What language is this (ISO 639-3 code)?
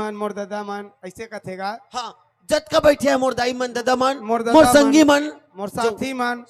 hne